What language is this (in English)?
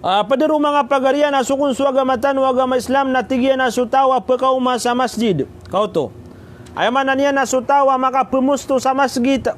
Maranao